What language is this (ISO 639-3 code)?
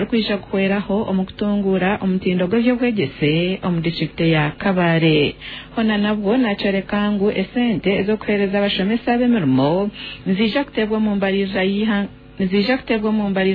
nyn